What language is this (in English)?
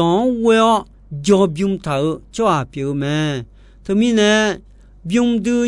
Akha